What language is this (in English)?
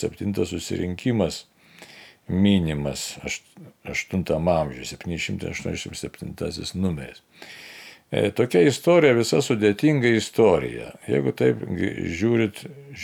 Lithuanian